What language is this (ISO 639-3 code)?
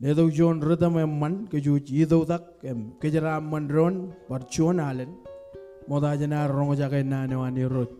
mah